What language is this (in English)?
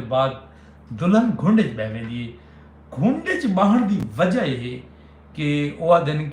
Saraiki